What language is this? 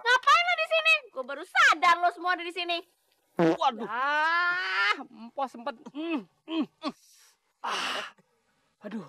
Betawi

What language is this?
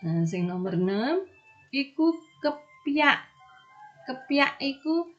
Javanese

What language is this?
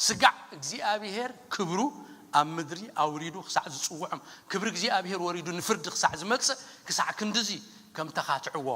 Tigrinya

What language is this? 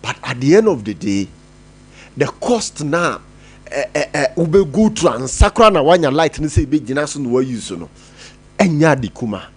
Akan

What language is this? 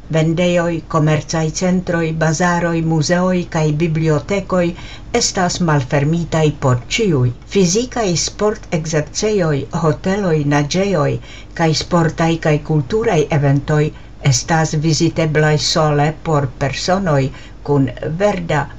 Esperanto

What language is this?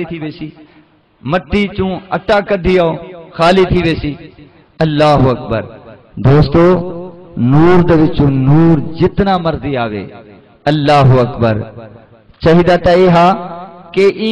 Saraiki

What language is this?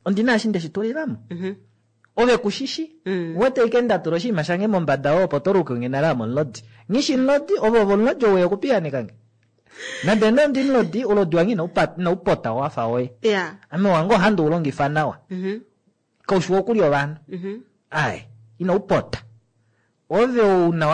Kuanyama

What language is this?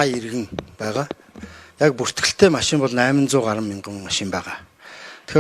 Mongolian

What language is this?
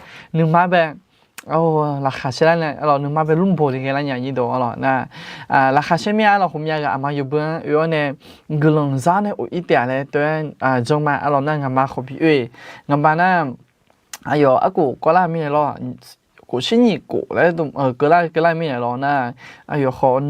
Akha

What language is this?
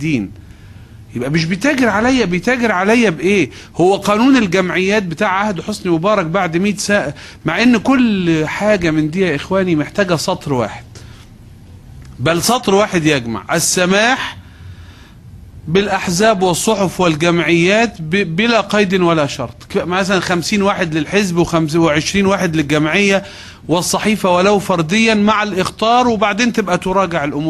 Egyptian Arabic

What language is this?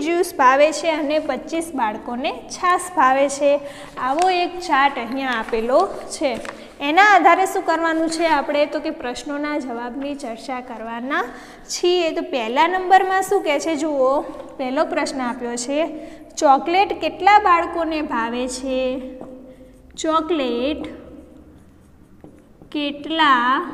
Gujarati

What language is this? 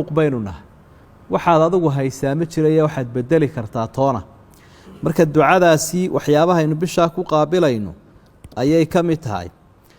Somali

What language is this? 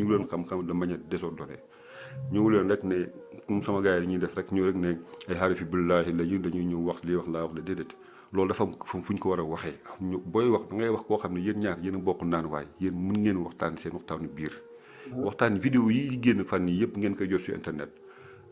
Wolof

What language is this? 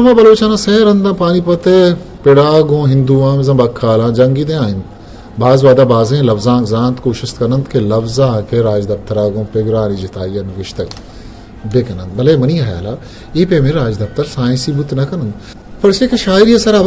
Eastern Balochi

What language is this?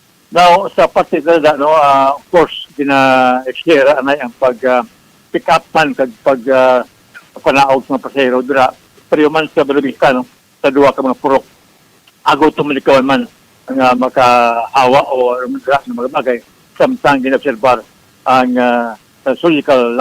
Hiligaynon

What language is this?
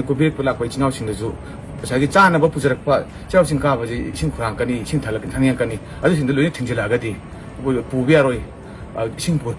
Manipuri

